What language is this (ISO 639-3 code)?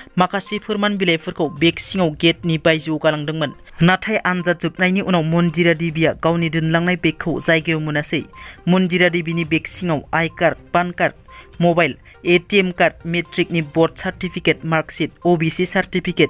brx